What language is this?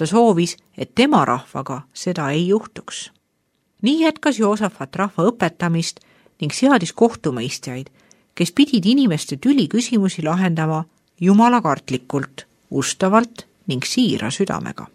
Estonian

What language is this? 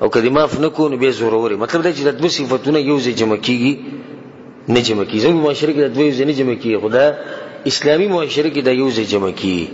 Pashto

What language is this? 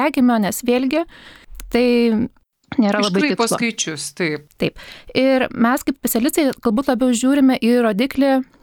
Lithuanian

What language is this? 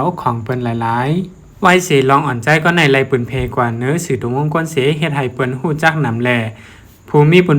Shan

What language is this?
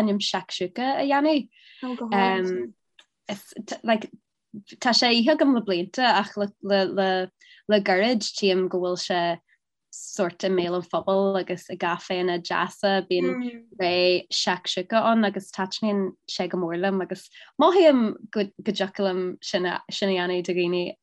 Irish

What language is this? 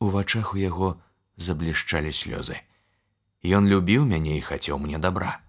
Belarusian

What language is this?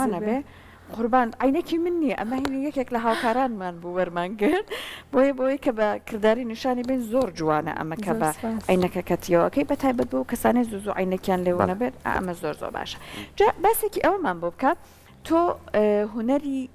Central Kurdish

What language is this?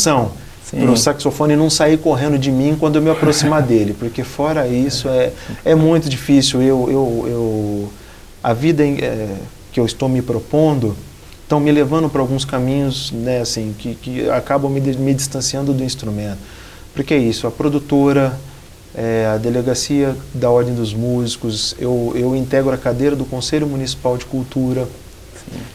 Portuguese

